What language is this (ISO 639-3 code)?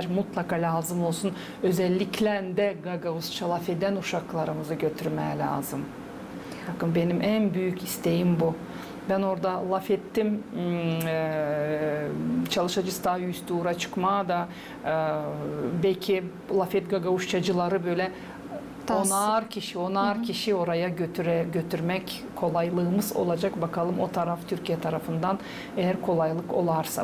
gag